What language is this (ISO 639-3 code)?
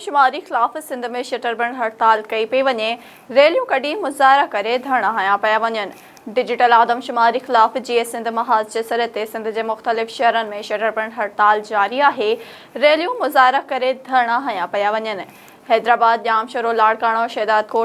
snd